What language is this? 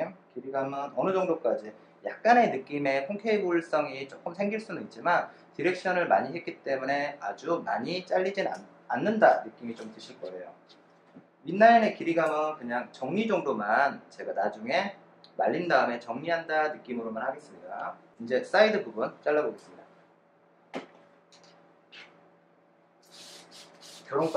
Korean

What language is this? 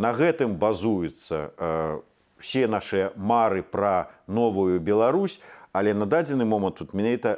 Belarusian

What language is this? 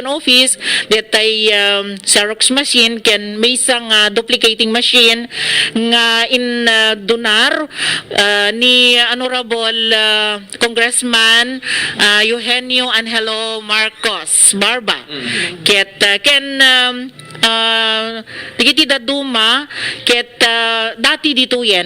Iloko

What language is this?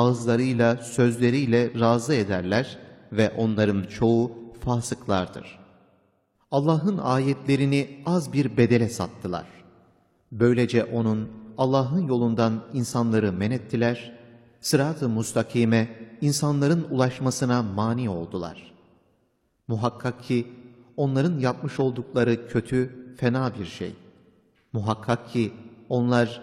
Turkish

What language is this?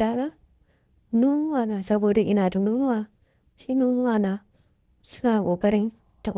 Hausa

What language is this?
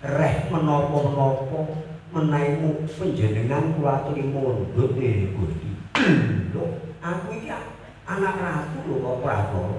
Javanese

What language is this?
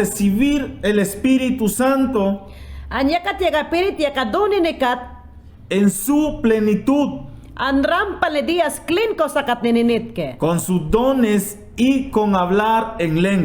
Mayangna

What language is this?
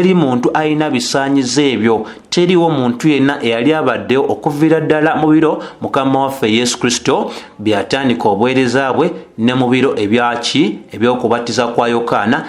Ganda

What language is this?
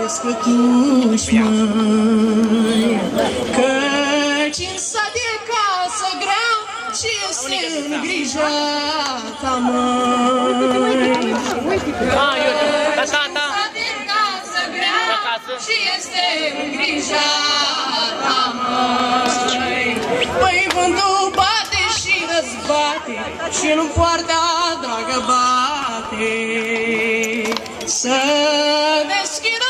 Romanian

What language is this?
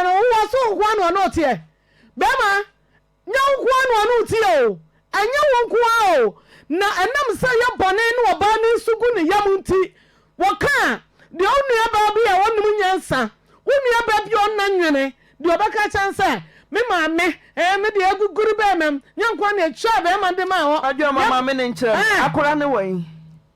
Akan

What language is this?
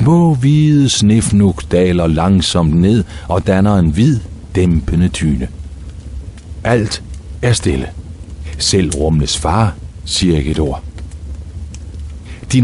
Danish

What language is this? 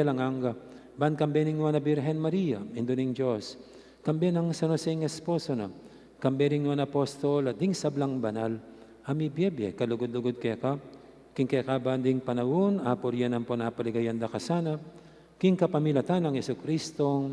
Pampanga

